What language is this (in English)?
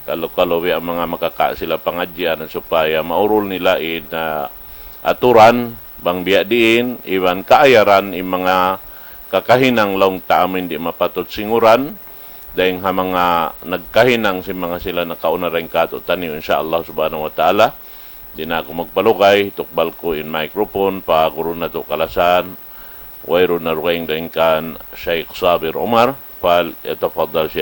Tausug